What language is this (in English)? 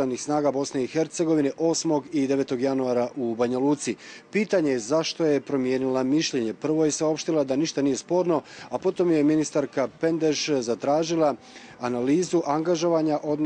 Croatian